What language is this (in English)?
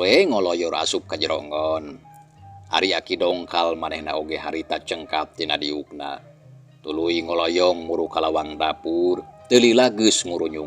Sundanese